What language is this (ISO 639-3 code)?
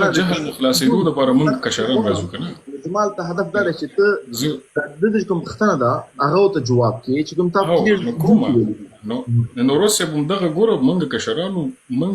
pus